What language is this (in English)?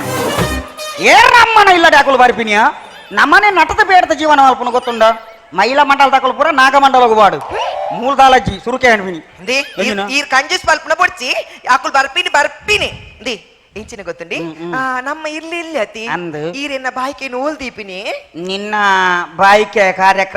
Tulu